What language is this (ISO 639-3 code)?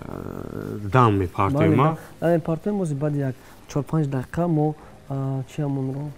tgk